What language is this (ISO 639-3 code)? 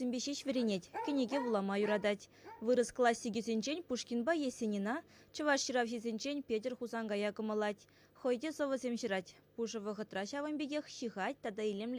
chv